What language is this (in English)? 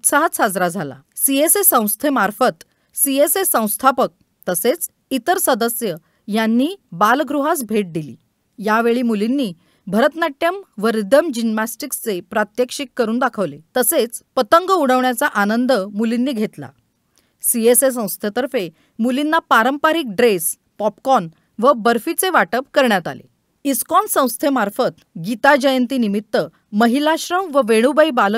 Marathi